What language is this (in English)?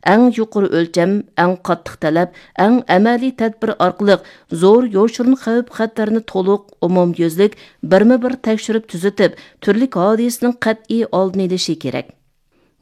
Uyghur